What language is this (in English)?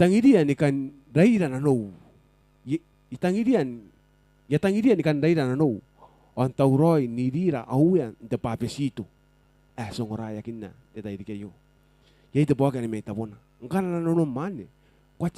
Gilbertese